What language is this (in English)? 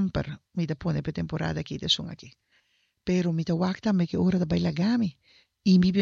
Papiamento